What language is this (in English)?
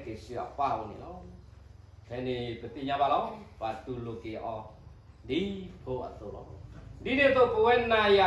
S'gaw Karen